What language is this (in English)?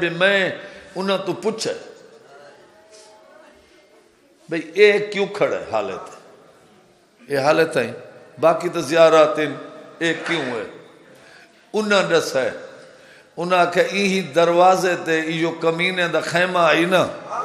Urdu